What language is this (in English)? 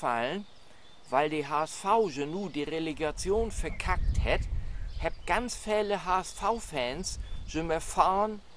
Low German